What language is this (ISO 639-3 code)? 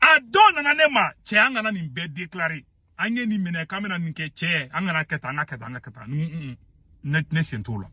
bam